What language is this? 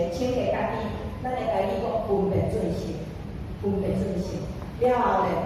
Min Nan Chinese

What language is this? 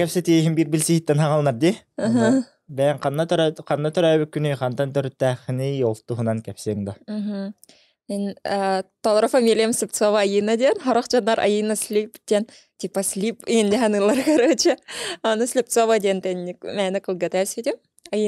Yakut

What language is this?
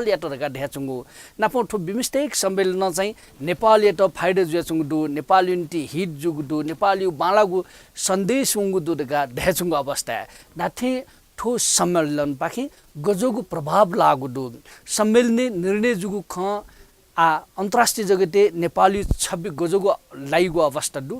Newari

